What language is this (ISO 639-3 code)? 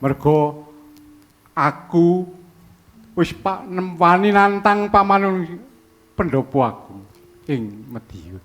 jav